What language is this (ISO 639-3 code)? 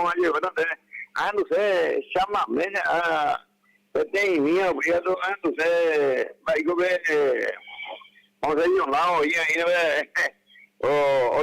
grn